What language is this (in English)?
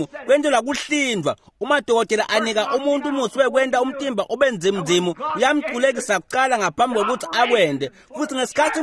Swati